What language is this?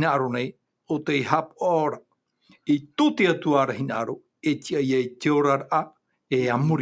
Tahitian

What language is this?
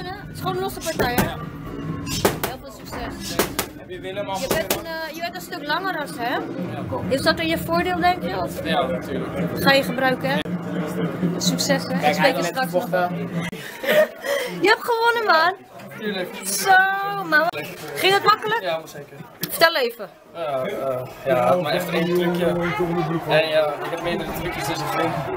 Dutch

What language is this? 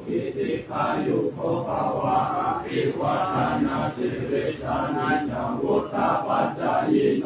Pali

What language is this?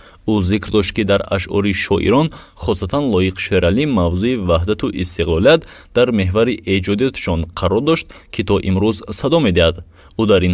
Tajik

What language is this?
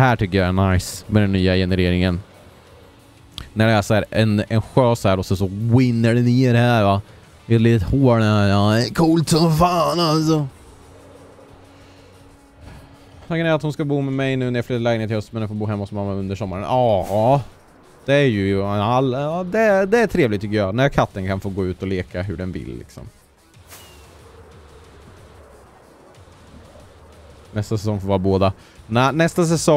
Swedish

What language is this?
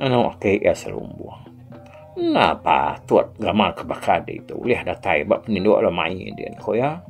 Iban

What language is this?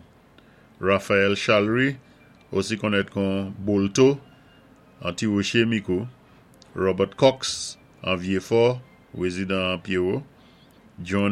Saint Lucian Creole French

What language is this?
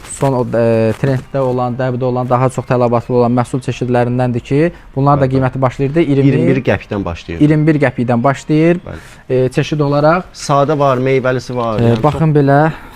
Azerbaijani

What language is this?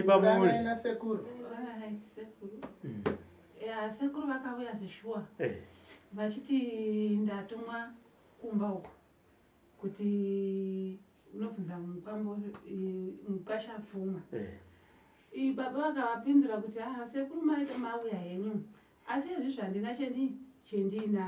Shona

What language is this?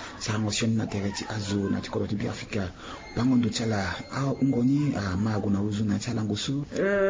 Sango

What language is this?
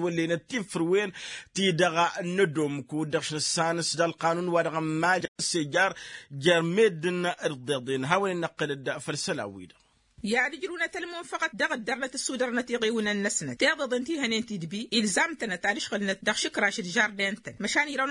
Tamasheq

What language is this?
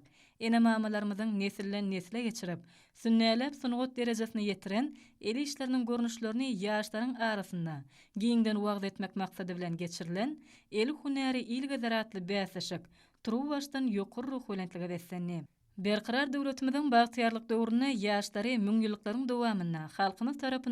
Turkmen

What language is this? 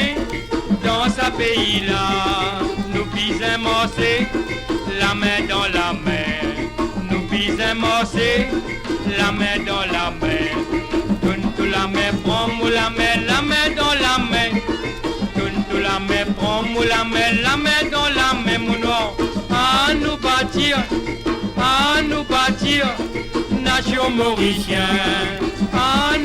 Morisyen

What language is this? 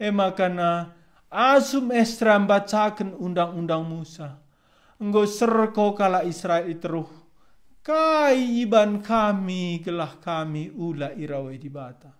Batak Karo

